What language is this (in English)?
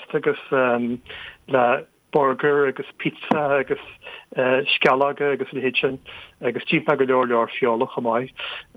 Irish